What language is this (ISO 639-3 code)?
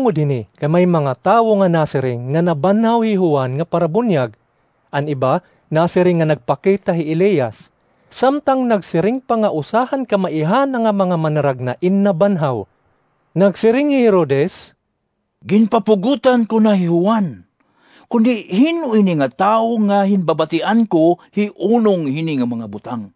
war